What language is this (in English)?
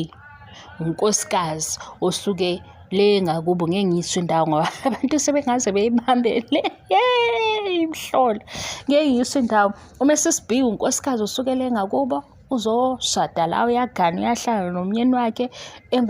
Zulu